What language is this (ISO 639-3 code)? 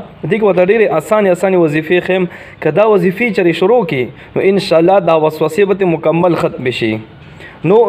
pus